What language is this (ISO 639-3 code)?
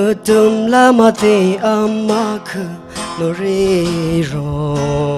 nmf